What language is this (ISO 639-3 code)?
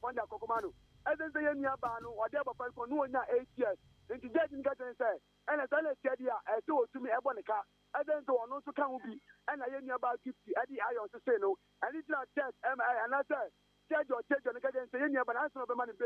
aka